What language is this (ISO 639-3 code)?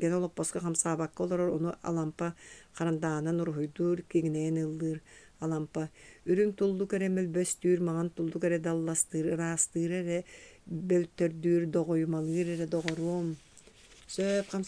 sah